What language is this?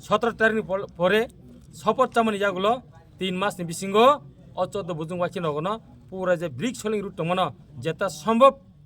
Kok Borok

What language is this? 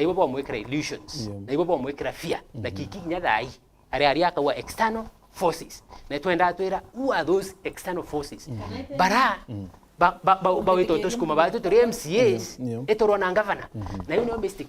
Meru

